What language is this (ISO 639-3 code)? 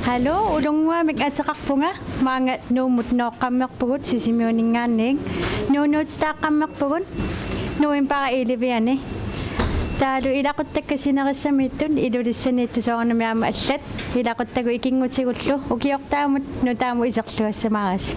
kal